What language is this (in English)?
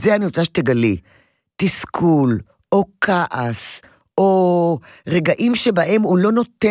Hebrew